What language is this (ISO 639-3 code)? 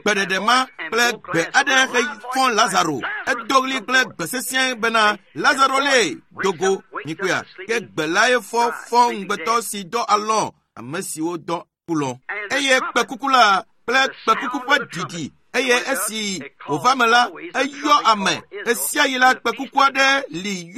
ewe